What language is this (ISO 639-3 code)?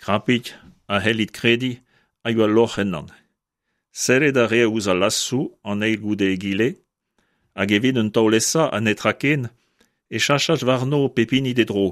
bre